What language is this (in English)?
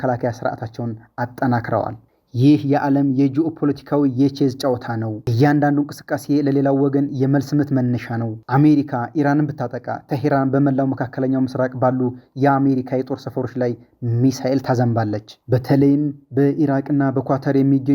Amharic